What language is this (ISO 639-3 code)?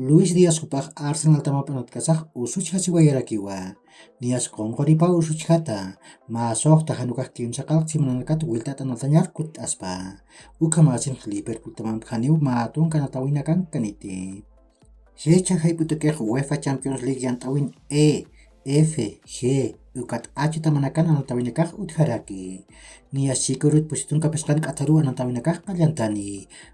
aym